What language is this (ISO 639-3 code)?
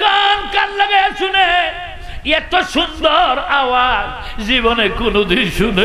ben